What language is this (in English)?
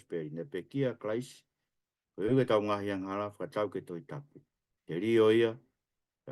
Tongan